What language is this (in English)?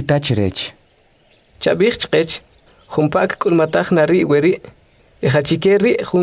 Kʼicheʼ